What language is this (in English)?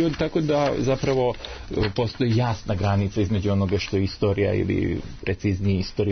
Serbian